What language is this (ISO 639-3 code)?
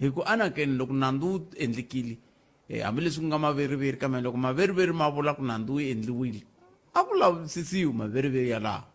tso